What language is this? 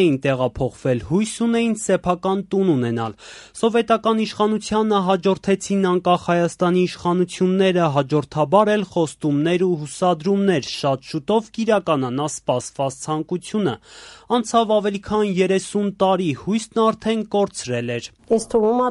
Armenian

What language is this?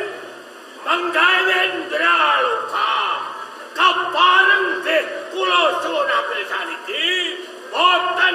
Javanese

